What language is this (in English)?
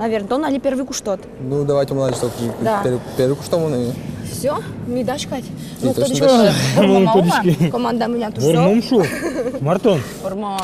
Udmurt